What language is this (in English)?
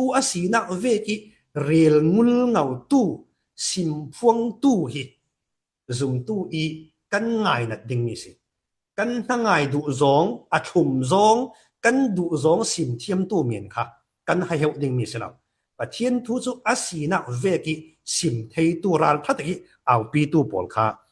Falam Chin